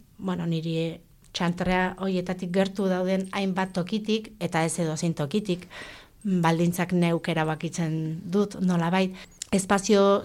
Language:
Basque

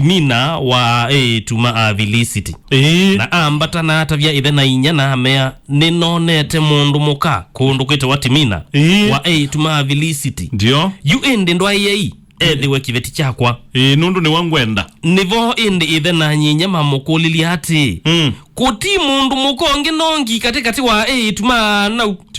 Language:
Kamba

